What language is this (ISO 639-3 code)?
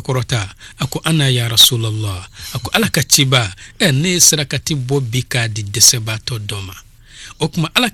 bam